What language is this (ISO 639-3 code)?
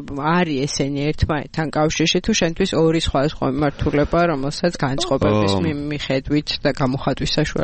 kat